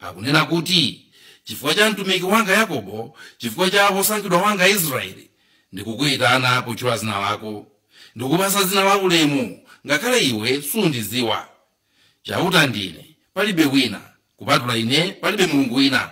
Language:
Nyanja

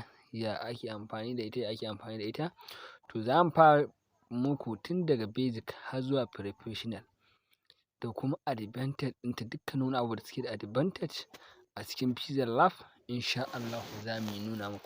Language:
Hausa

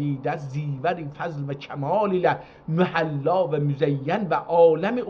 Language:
South Azerbaijani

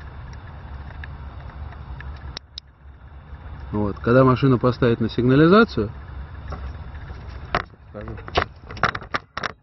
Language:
Russian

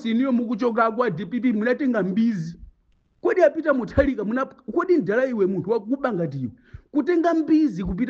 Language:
Nyanja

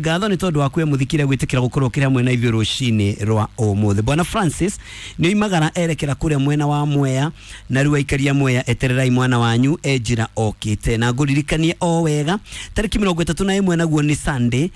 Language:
Kikuyu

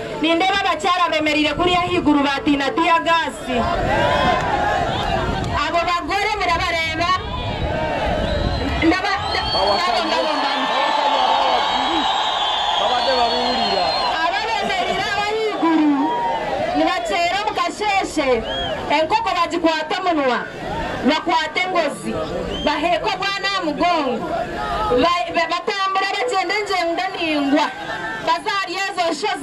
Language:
Kinyarwanda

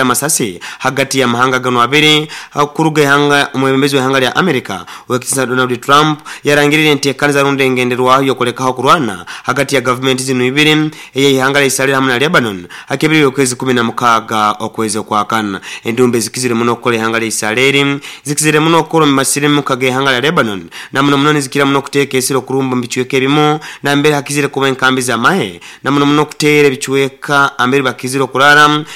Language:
Nyoro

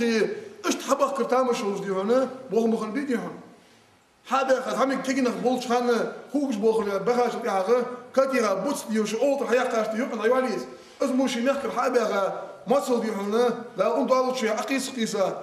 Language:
Ingush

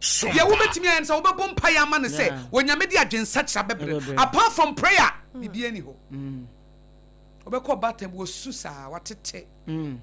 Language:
Akan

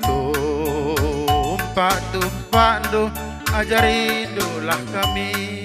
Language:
Batak Karo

